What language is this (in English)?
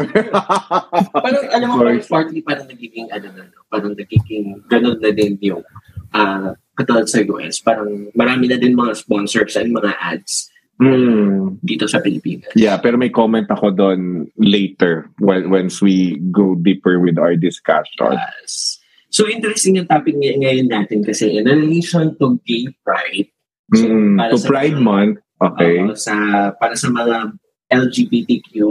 Filipino